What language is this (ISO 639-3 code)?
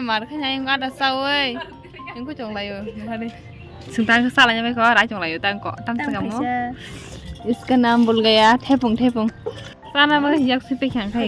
trp